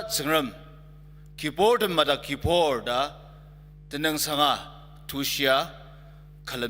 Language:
Ao Naga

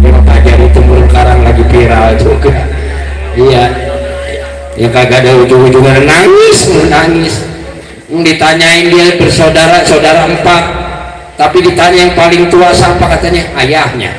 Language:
Betawi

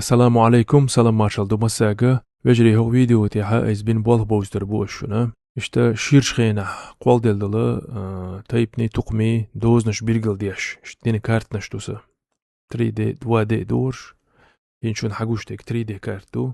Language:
Chechen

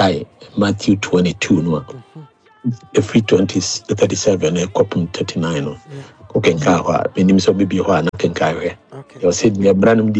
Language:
Akan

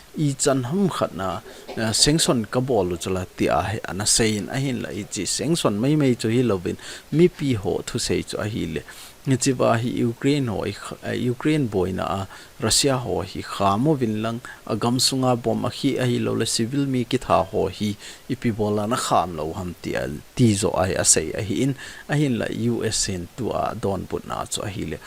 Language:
Thado Chin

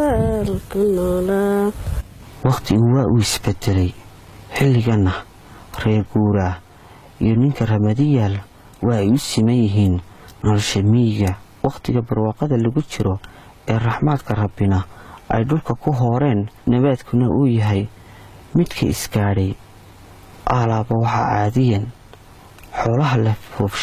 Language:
Somali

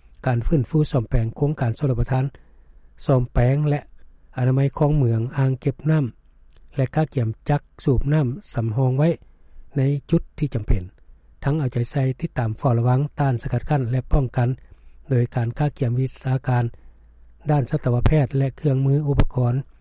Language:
Lao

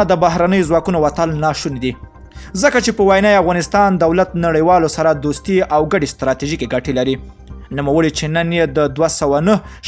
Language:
Pashto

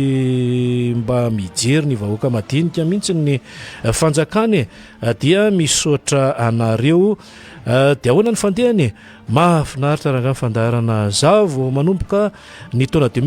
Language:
Malagasy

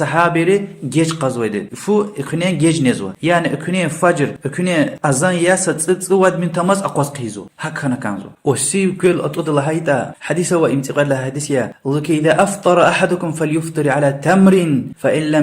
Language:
Lezghian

